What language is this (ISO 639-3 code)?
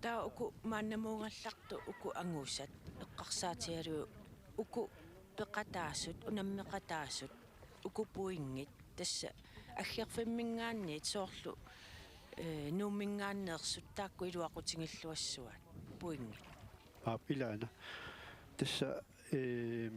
kal